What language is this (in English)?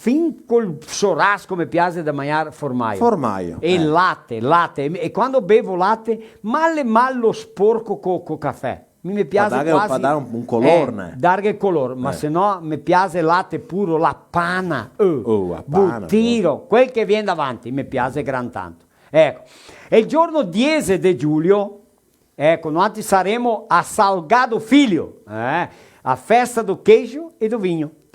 Venetian